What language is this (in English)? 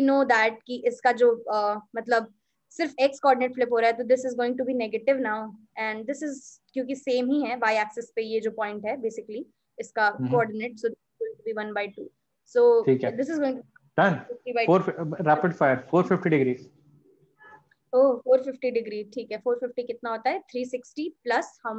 Hindi